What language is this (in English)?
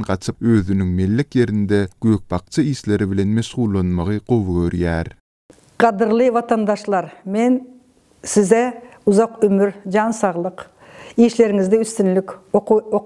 Turkmen